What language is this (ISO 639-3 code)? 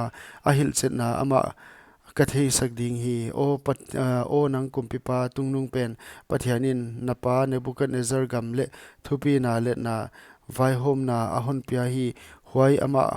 pck